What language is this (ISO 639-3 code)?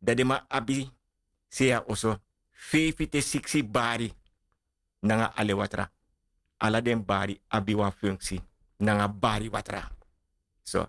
srn